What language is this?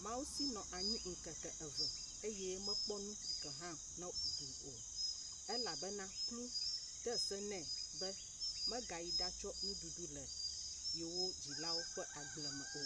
Ewe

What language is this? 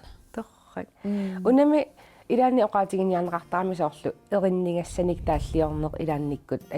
Kalaallisut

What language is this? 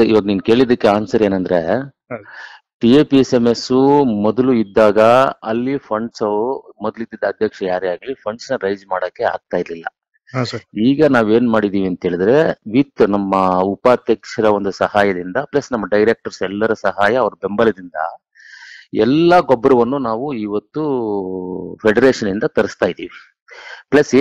Kannada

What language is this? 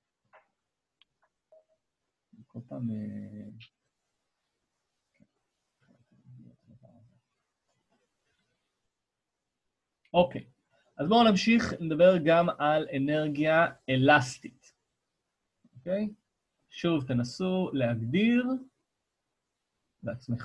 Hebrew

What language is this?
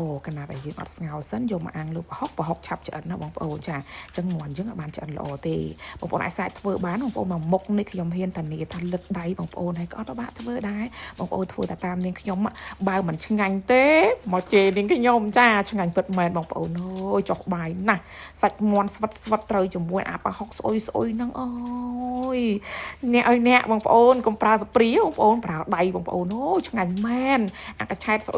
Khmer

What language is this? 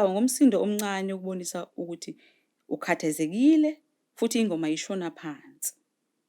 Zulu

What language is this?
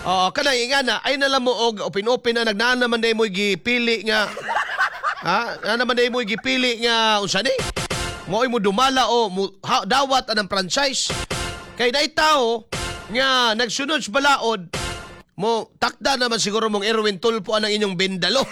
Cebuano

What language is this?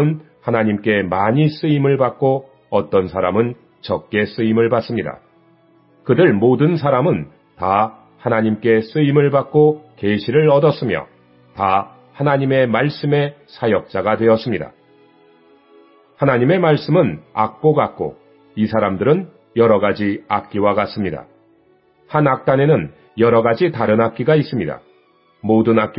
Korean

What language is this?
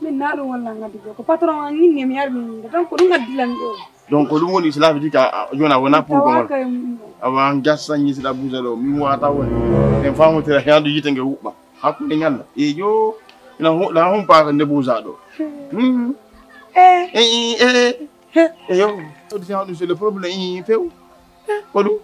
Fula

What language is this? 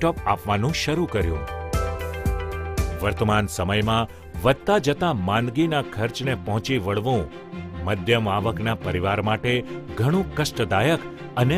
Gujarati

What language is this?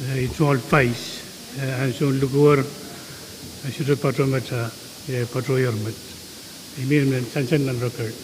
Pohnpeian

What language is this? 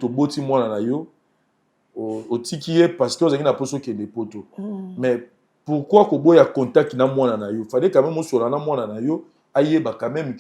Lingala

